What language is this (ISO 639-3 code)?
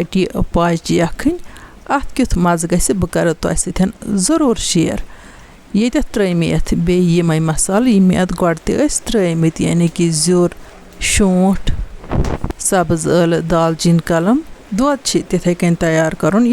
kas